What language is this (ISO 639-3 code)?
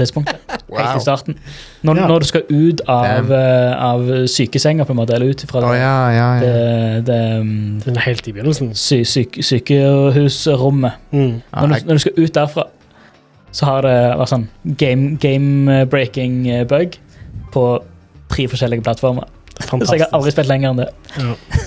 nor